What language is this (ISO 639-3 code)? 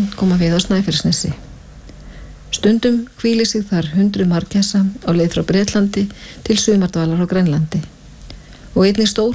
isl